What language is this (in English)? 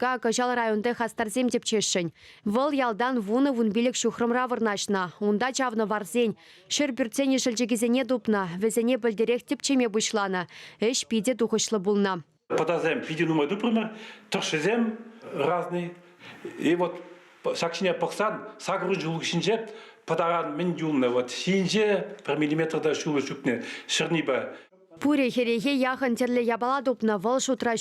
Chuvash